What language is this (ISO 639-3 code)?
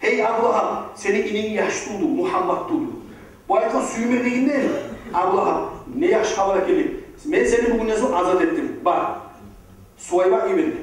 kum